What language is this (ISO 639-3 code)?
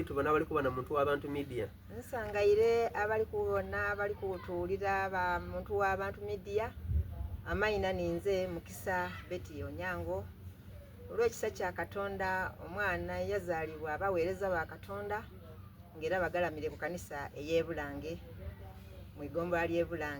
xog